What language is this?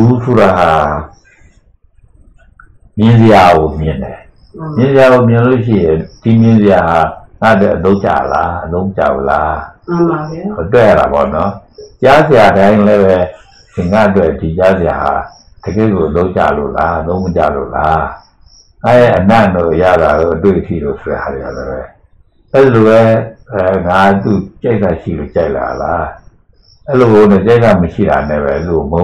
Burmese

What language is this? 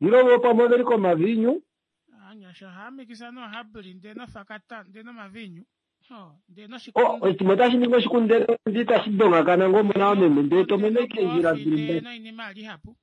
Kuanyama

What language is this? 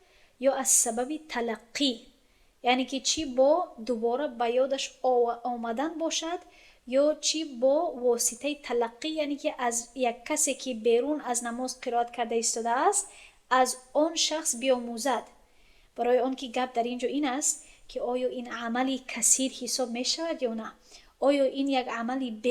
Tajik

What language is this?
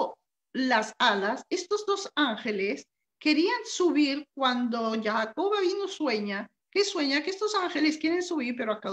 Spanish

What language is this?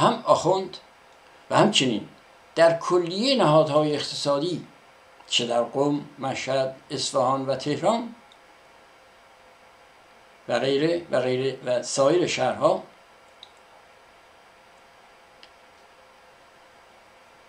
Persian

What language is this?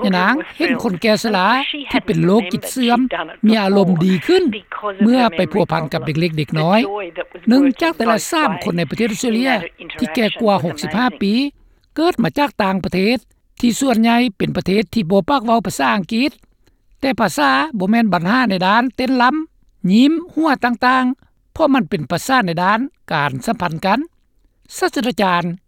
Lao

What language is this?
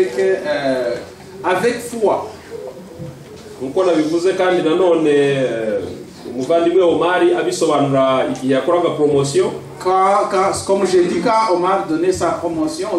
Kinyarwanda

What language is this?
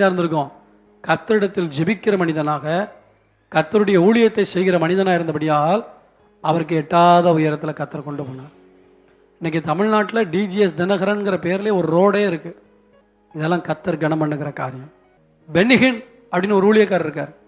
Tamil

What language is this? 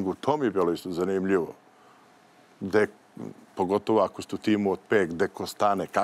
Serbian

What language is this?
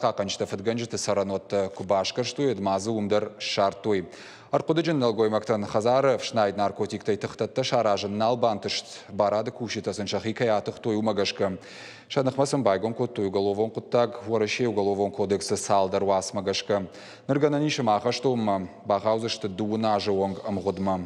Ossetic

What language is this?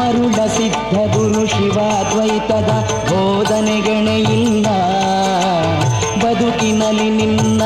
Kannada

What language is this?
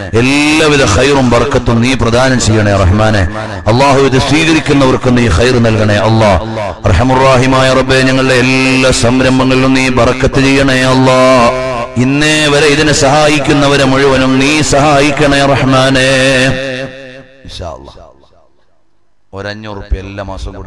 Malayalam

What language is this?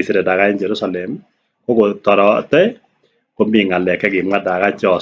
Kalenjin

